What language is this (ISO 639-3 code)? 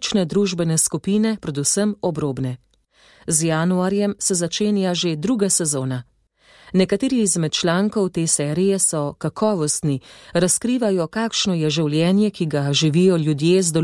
slv